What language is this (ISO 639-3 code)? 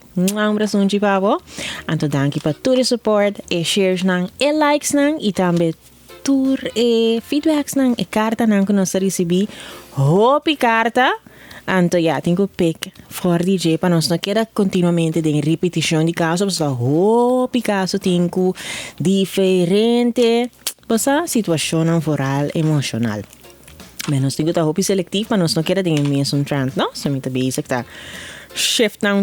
pap